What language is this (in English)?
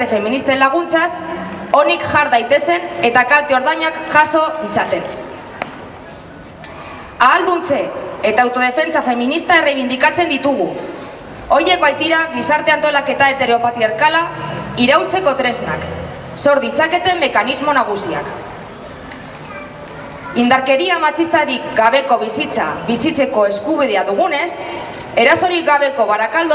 Basque